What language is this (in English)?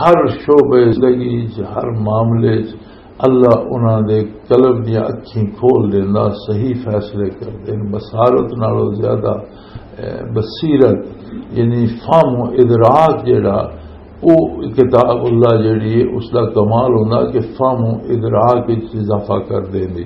Western Panjabi